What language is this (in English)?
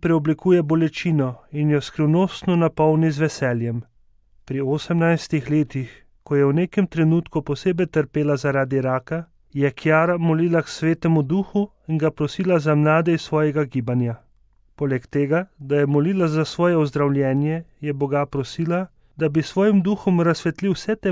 Slovenian